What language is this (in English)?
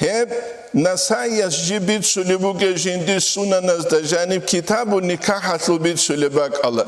Avaric